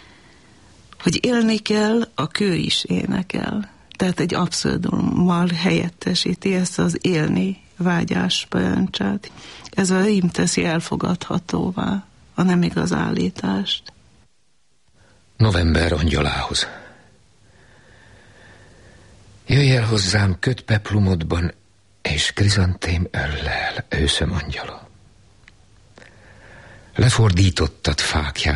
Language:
Hungarian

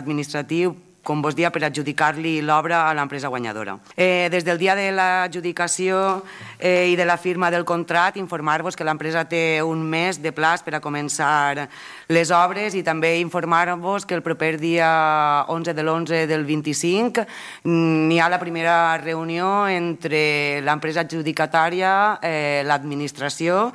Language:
Catalan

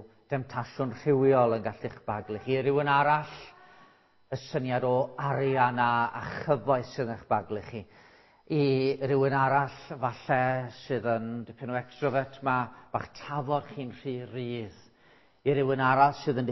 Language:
Welsh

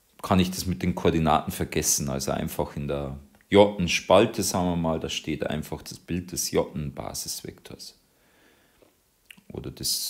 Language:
German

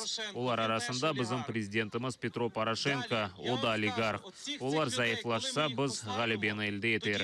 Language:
Crimean Tatar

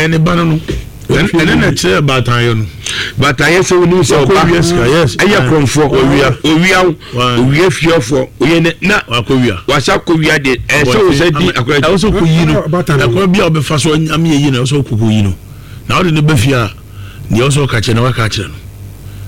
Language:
Akan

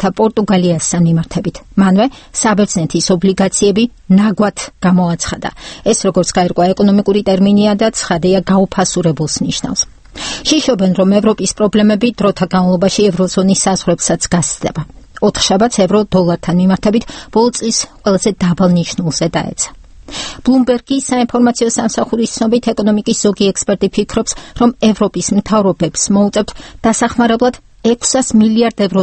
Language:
Georgian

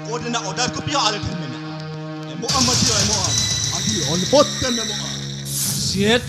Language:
Santali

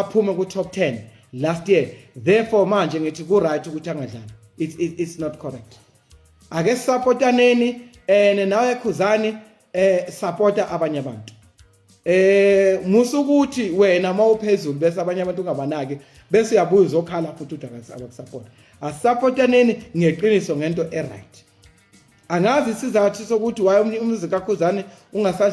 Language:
Zulu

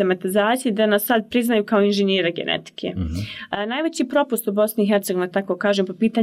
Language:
Bosnian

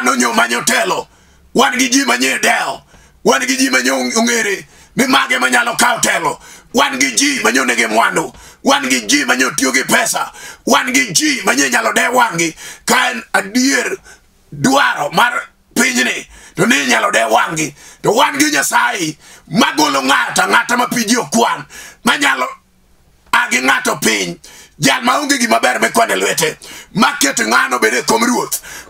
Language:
Luo (Kenya and Tanzania)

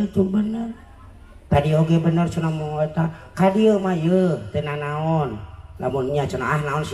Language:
Sundanese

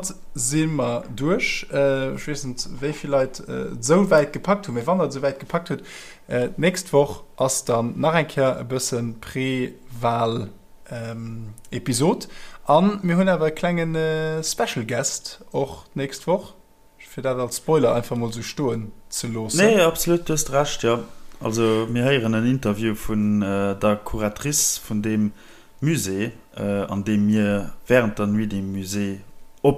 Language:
Luxembourgish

